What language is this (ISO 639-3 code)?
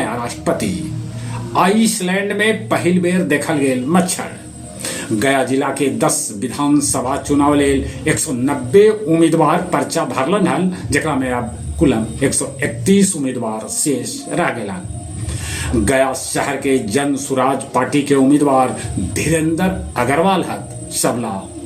mag